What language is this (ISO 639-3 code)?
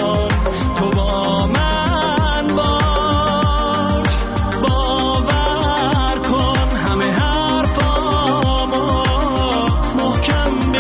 fas